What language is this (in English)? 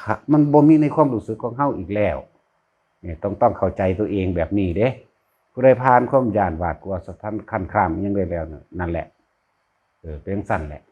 Northeastern Thai